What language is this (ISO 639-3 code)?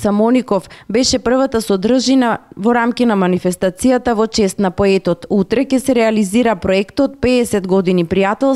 mkd